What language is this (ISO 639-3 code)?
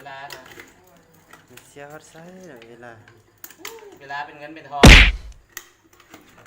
lao